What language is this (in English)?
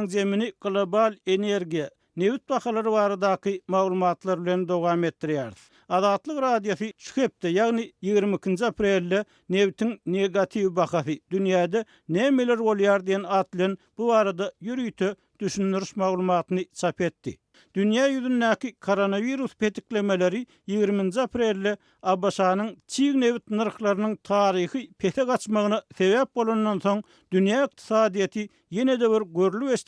Turkmen